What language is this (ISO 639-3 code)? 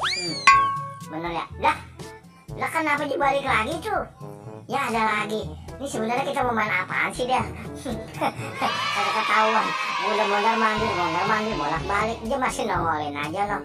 bew